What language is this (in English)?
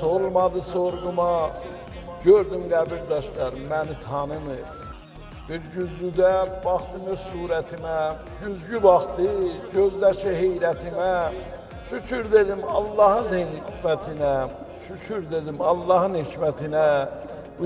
South Azerbaijani